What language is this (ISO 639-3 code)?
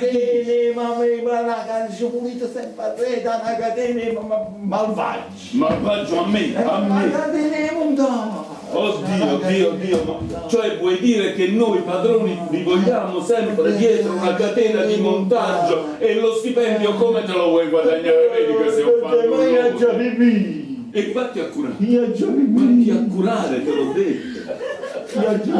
nap